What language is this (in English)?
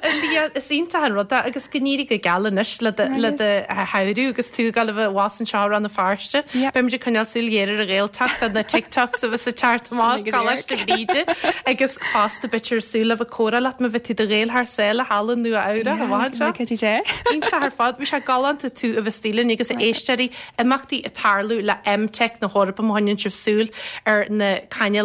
Irish